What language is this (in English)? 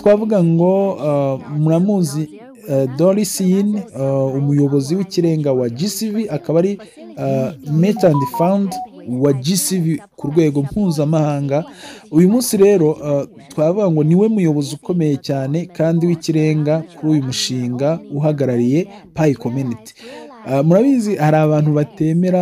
Kinyarwanda